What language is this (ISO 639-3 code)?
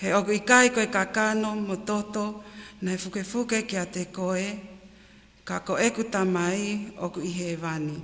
ton